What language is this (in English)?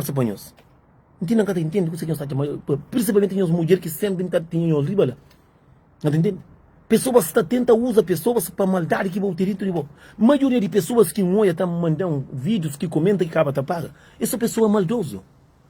Kabuverdianu